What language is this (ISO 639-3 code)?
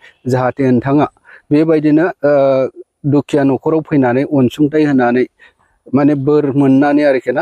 brx